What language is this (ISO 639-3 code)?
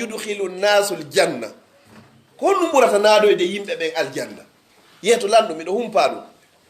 fuf